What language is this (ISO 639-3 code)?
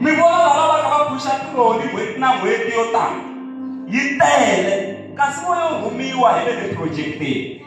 tso